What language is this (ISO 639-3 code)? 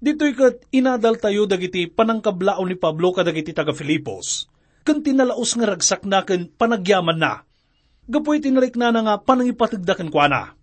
ilo